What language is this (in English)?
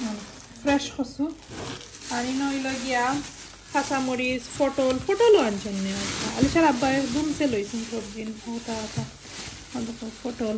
Sylheti